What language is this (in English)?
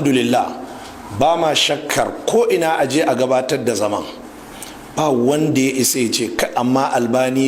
Hausa